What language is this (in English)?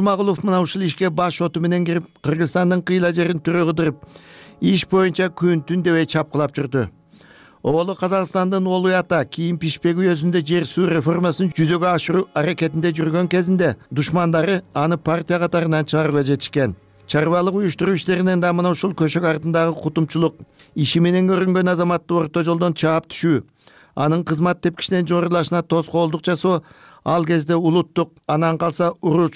Kyrgyz